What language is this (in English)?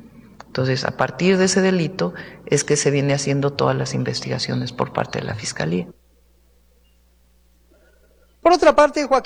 Spanish